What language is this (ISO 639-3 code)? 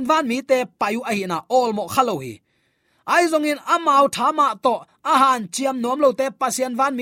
ctd